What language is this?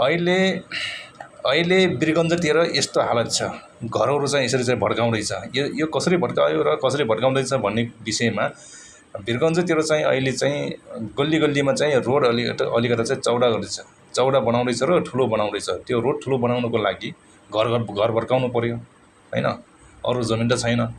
Nepali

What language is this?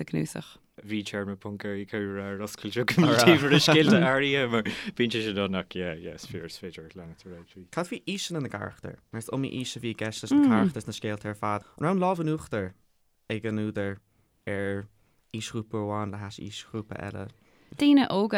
Irish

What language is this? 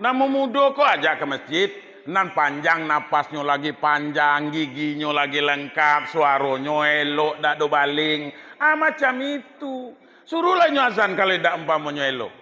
Minangkabau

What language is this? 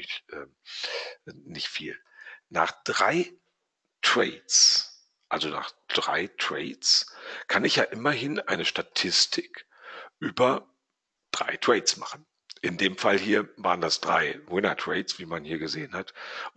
German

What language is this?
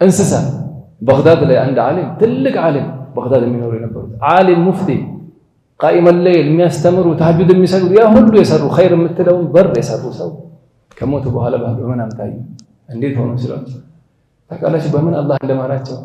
Amharic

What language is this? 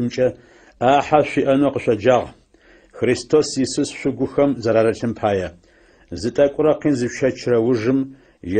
Adyghe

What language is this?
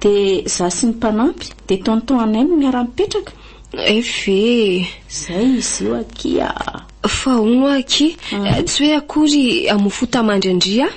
Malagasy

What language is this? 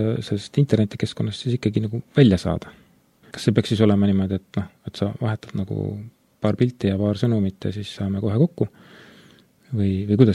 Estonian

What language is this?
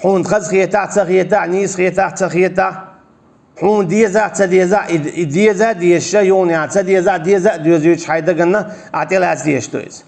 Chechen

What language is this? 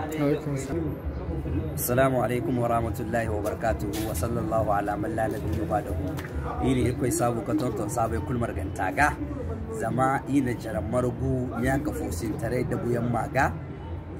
Zarma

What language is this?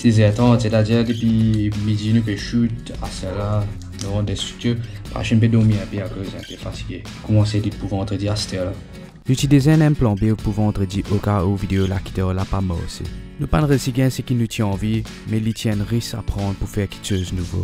Morisyen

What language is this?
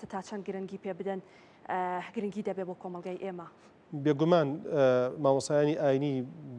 Central Kurdish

